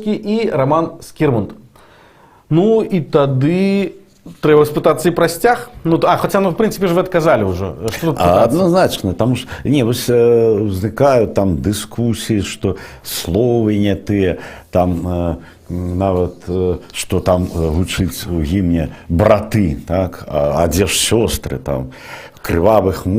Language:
Belarusian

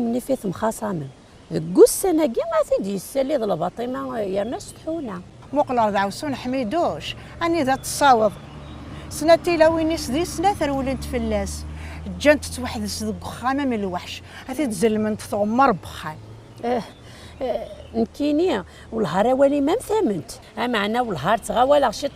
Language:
Kabyle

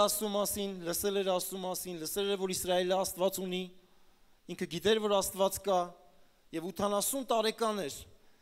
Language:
Armenian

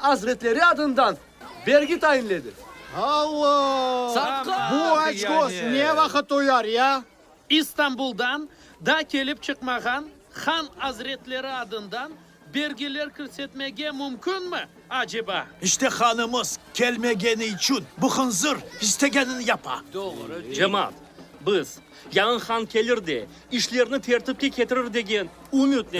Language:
Crimean Tatar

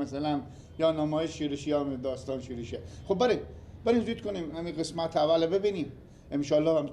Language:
Persian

